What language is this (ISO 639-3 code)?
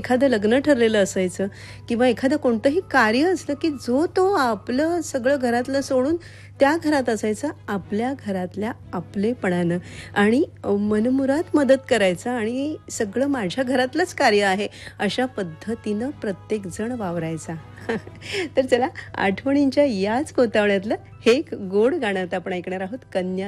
mar